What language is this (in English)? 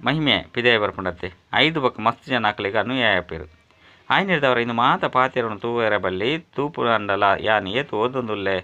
Tulu